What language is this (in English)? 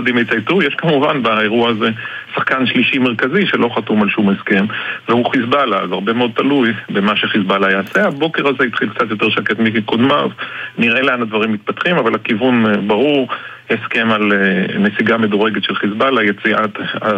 Hebrew